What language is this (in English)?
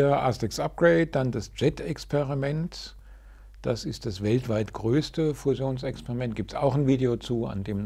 German